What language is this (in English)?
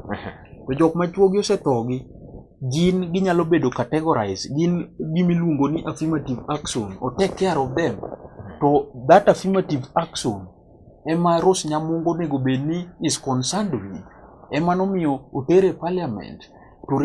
Luo (Kenya and Tanzania)